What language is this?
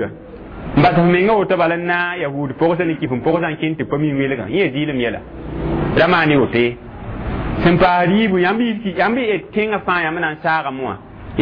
Mossi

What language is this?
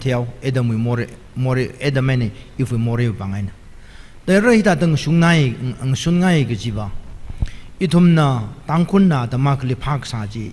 Tangkhul Naga (India)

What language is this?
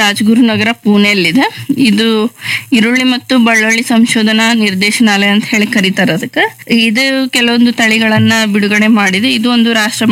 Kannada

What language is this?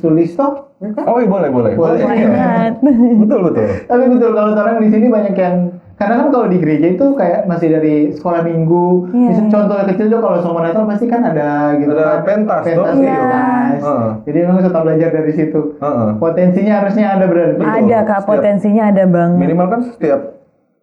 Manado Malay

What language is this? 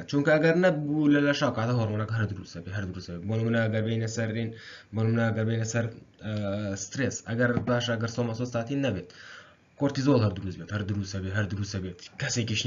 Central Kurdish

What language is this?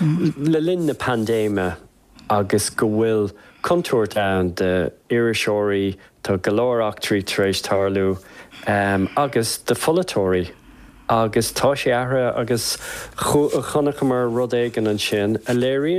Irish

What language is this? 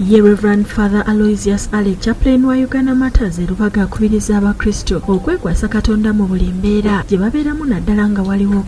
Ganda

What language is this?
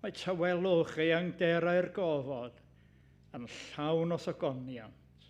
Welsh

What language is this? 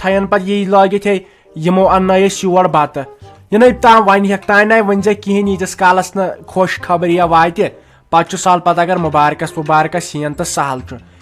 Kashmiri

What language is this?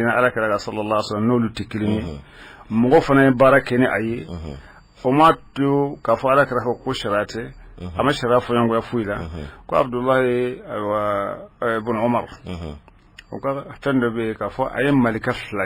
Bambara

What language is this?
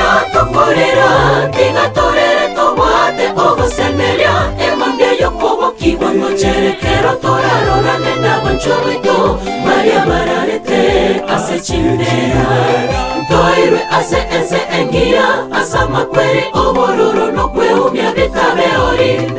Gusii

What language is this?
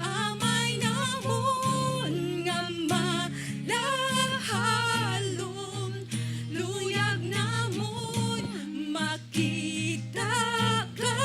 Hiligaynon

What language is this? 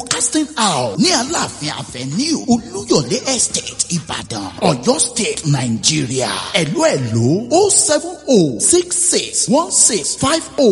Yoruba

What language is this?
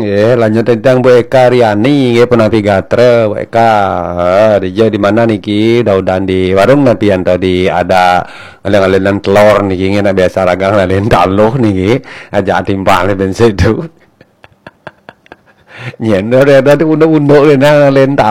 Balinese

